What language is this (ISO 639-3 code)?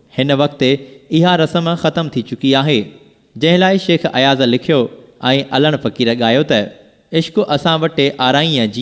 snd